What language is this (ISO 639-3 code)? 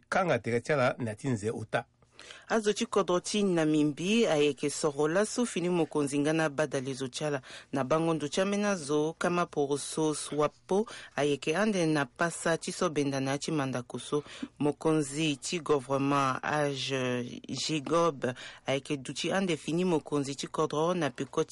sag